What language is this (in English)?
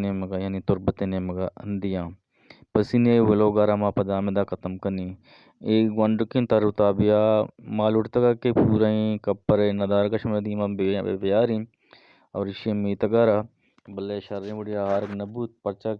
Eastern Balochi